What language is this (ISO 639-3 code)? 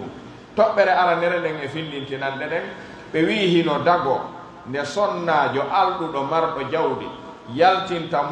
fuf